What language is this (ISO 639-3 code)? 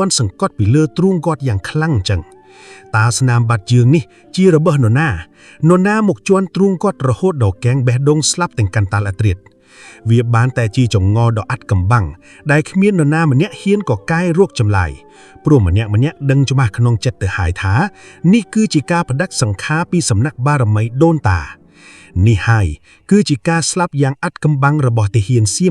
khm